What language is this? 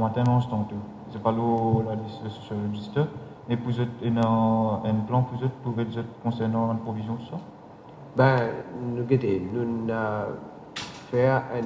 Morisyen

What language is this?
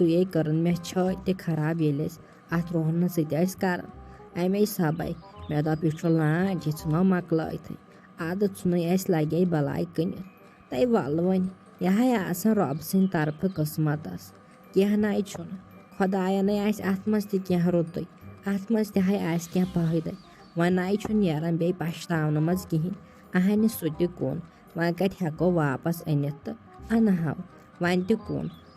Kashmiri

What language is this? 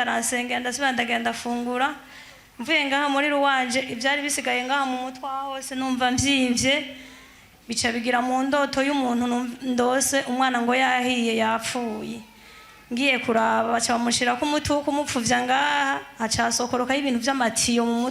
Rundi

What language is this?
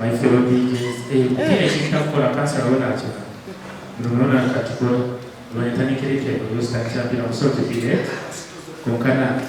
Nyankole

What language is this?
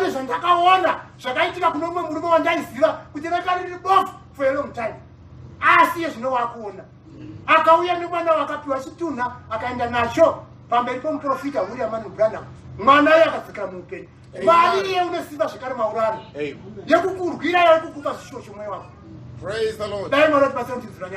Shona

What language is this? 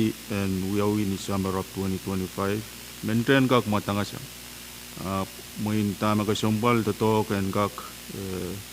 Pohnpeian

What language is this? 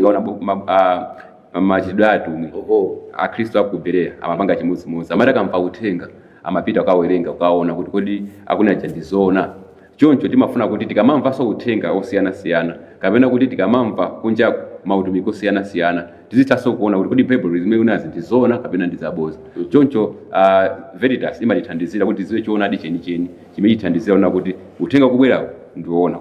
Nyanja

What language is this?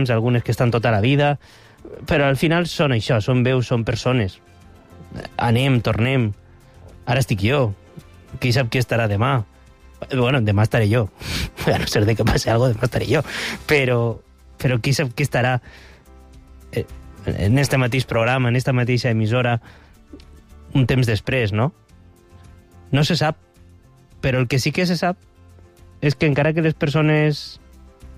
Catalan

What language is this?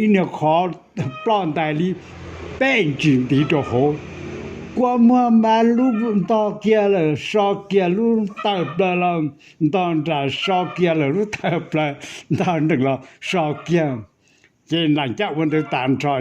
Hmong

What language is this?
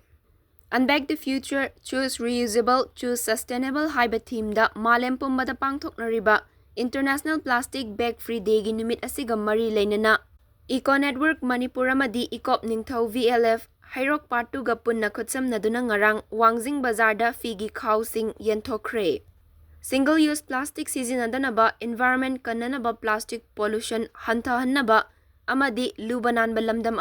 Manipuri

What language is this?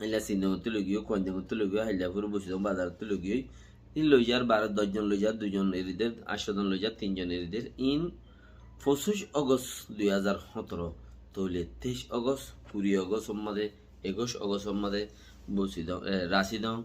Rohingya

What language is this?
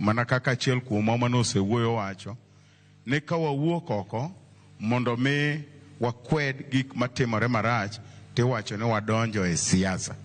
Luo (Kenya and Tanzania)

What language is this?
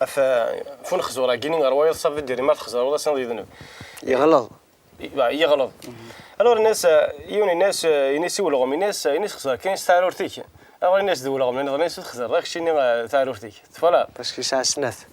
Kabyle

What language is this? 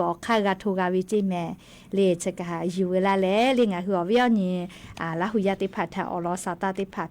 Lahu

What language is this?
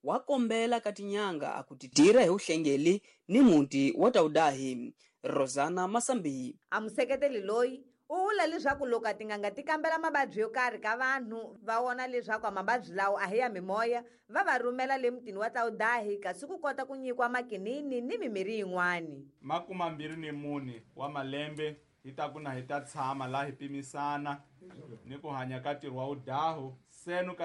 Tsonga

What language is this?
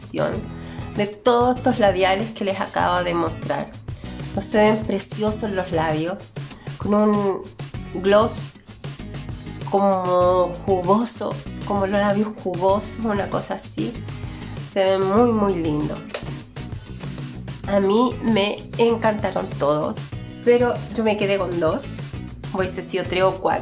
Spanish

